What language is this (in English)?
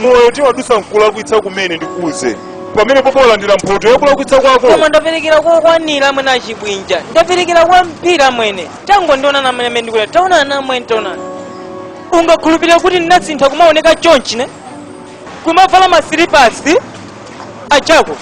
Nyanja